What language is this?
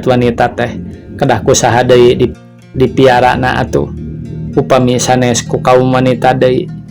Sundanese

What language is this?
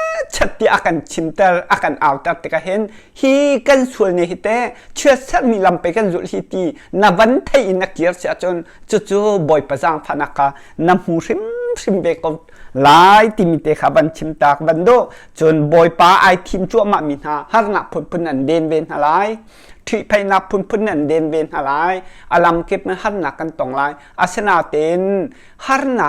Hakha Chin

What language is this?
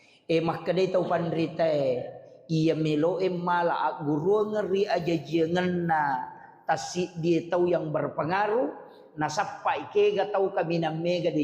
Buginese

